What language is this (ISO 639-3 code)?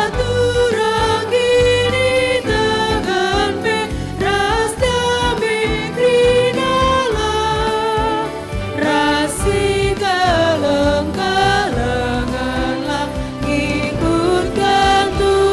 btx